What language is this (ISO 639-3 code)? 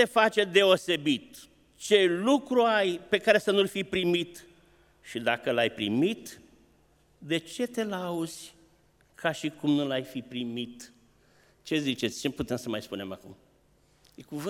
ron